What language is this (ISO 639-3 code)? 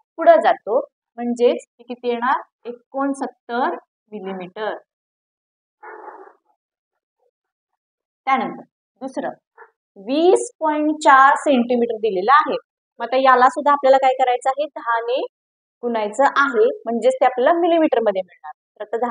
mar